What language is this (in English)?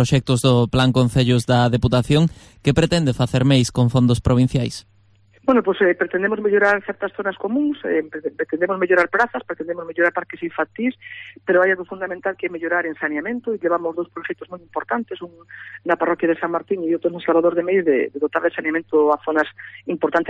Galician